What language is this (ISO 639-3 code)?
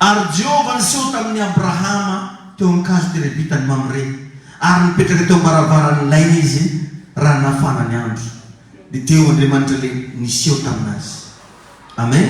mlg